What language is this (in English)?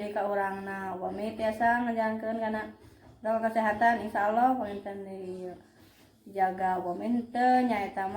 Sundanese